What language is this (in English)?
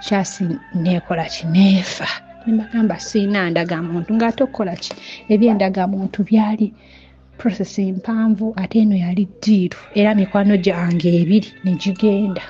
Ganda